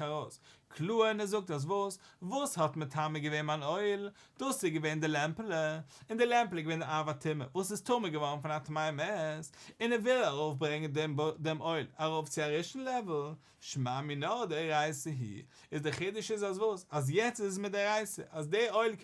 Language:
Yiddish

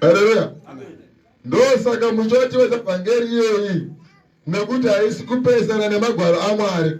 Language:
Shona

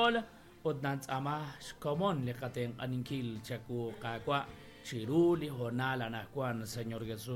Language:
Kekchí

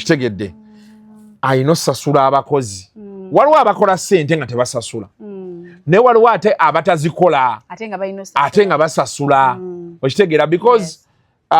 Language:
Ganda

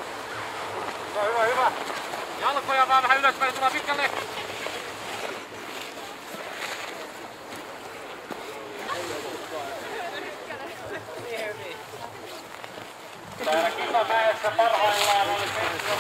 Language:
Finnish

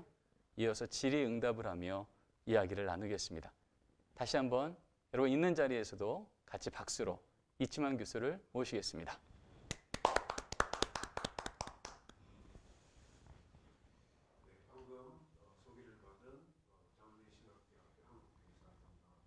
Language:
Korean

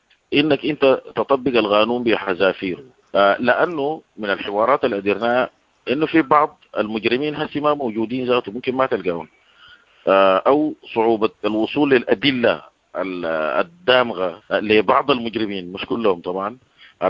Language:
Sudanese Arabic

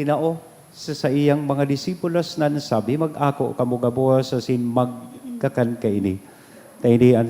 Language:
Bikol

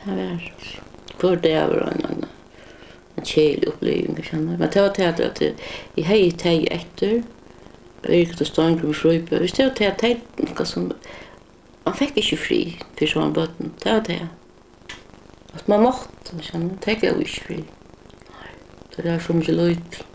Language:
Faroese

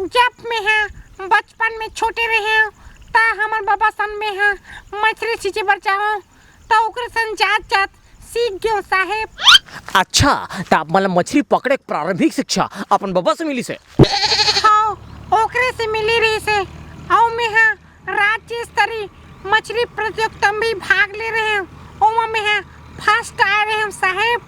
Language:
Chhattisgarhi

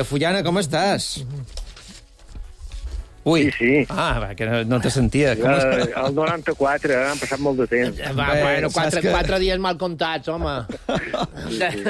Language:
Catalan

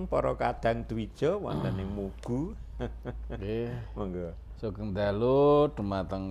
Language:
Javanese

